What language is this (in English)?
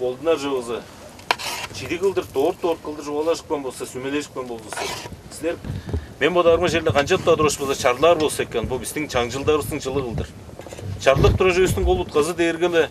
Tuvinian